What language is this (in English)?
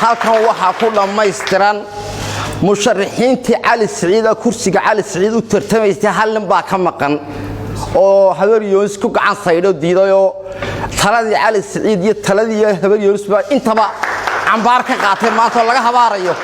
Somali